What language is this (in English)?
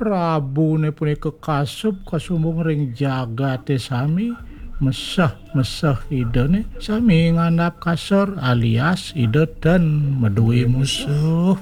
Balinese